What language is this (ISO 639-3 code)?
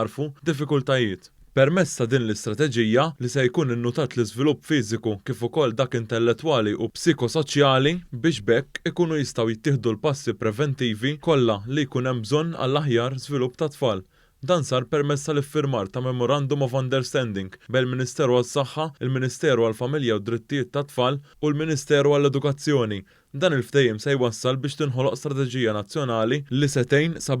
mlt